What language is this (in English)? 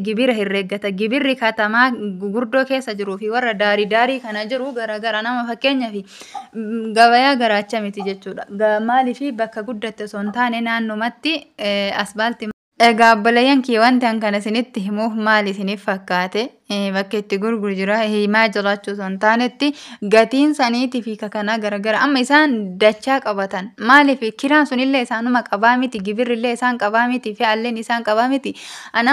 Oromo